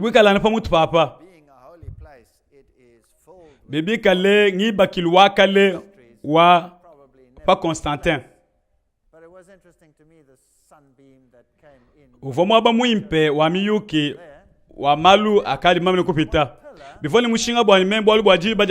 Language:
Luba-Lulua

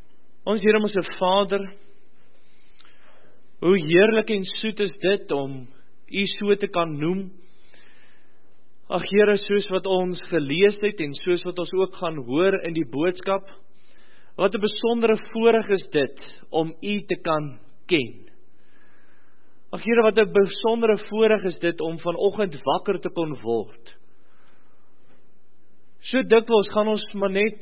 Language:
Afrikaans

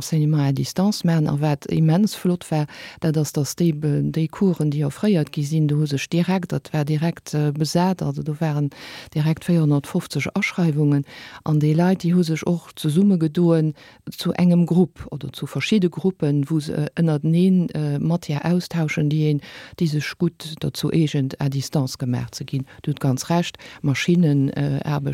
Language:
Luxembourgish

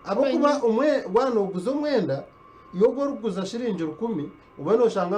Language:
Nyankole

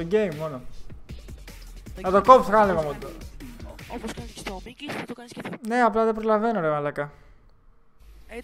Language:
Greek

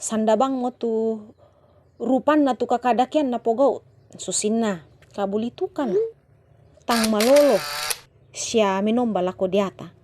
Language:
Toraja-Sa'dan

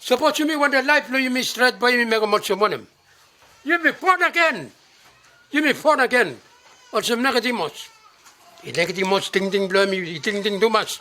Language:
Bislama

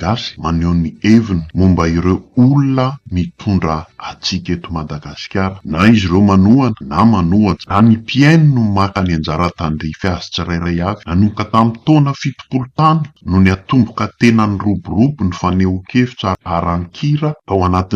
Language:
Malagasy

